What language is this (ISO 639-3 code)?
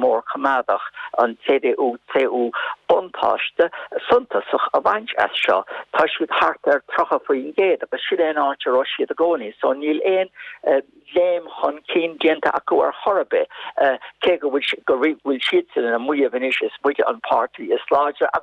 gle